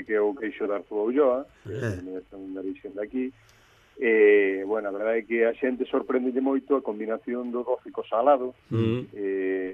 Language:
Galician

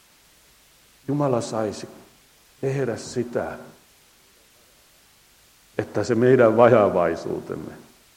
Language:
Finnish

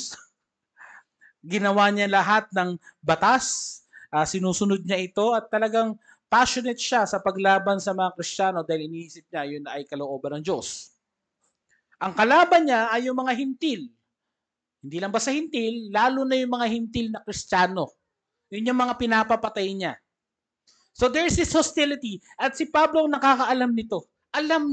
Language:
Filipino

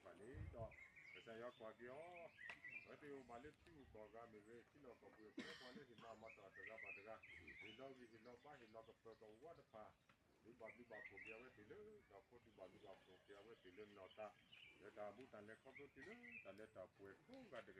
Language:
S'gaw Karen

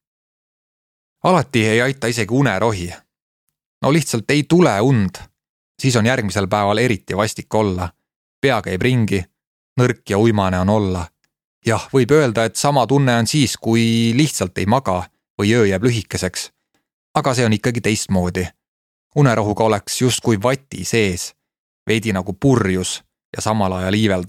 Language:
Estonian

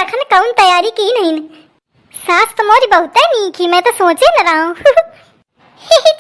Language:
Awadhi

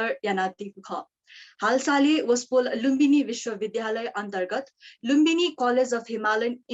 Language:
Newari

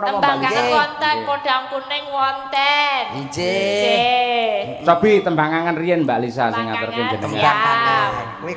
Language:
Javanese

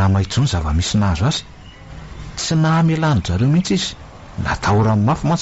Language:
Malagasy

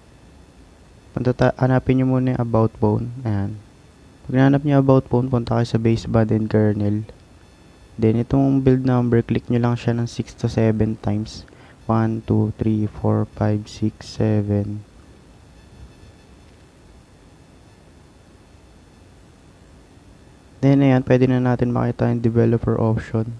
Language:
Filipino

